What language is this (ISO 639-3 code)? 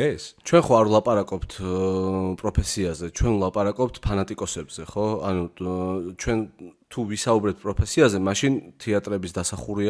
kat